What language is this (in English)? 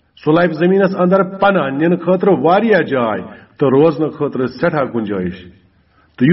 Kashmiri